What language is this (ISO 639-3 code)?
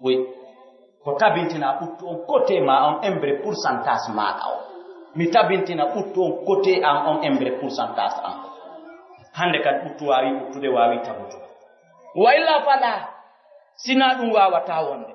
fuf